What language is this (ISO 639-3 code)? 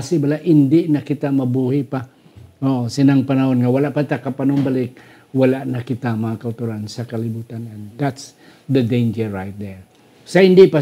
hil